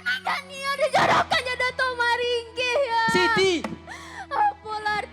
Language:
Minangkabau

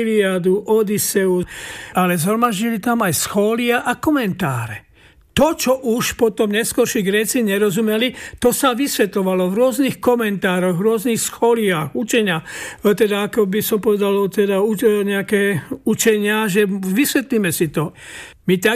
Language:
Slovak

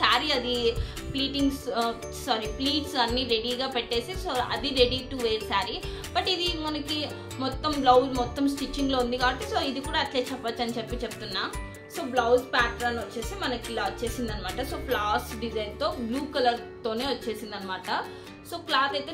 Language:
Telugu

